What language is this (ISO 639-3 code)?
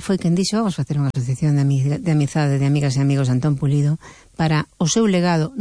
glg